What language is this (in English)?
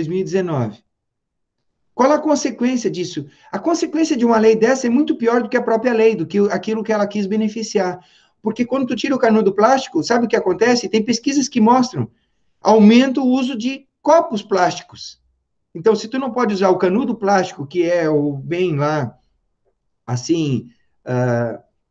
Portuguese